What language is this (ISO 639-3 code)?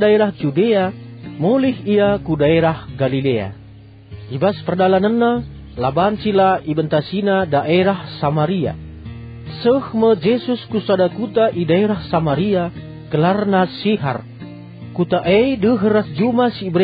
btx